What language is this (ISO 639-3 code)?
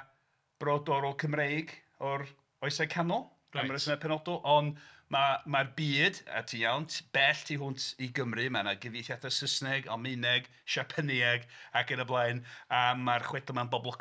cym